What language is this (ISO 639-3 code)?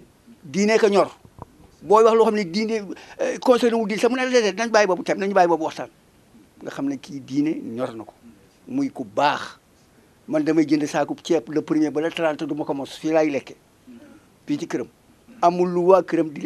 wol